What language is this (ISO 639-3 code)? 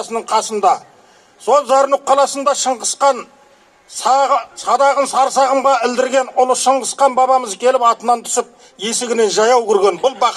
kaz